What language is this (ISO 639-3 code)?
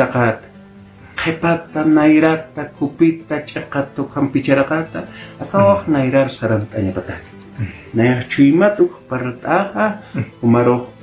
aym